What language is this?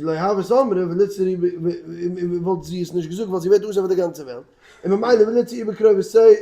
Yiddish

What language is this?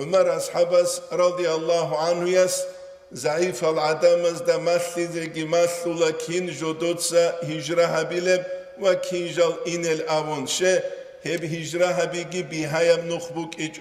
Avaric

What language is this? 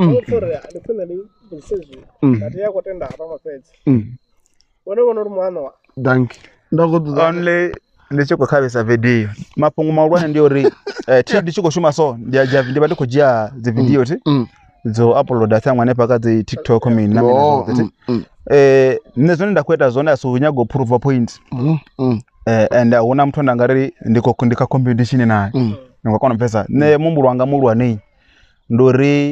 Venda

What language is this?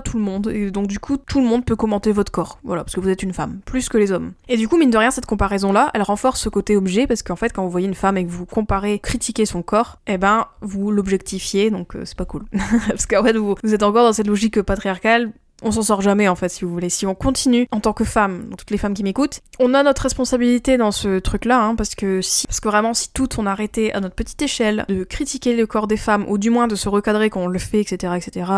French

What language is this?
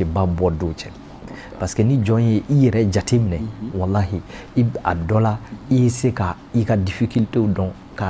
Bambara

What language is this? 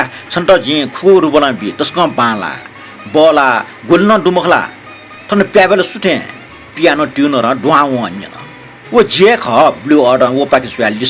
Newari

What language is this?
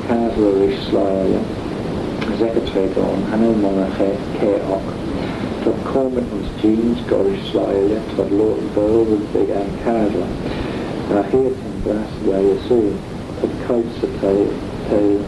Manx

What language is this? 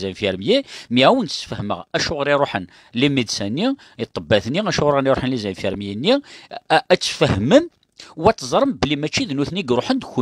Kabyle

